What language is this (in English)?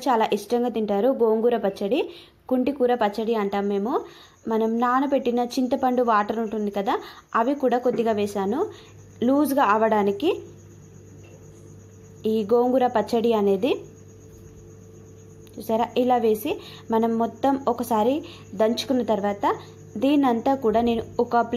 Telugu